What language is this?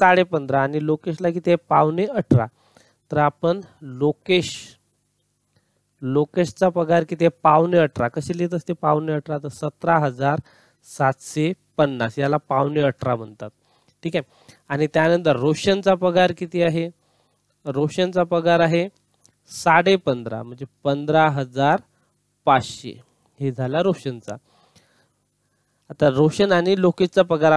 Marathi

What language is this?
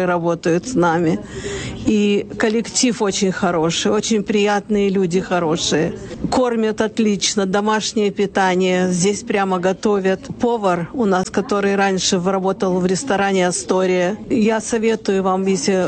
Russian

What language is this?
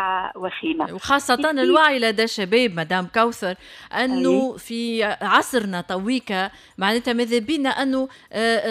Tunisian Arabic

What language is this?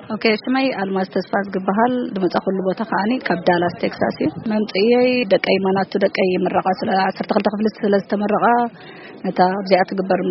Tigrinya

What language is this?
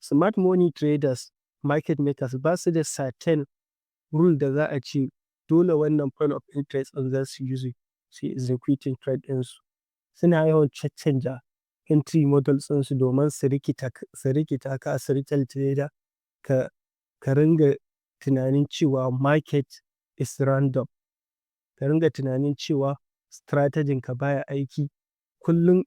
Hausa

